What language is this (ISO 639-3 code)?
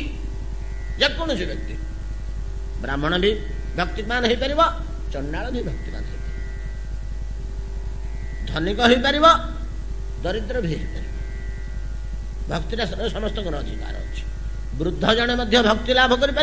ori